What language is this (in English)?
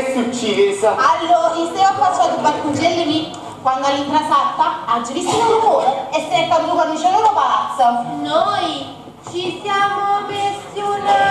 Neapolitan